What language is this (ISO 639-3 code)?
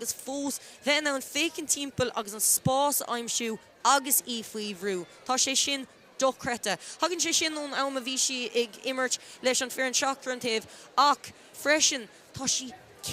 gle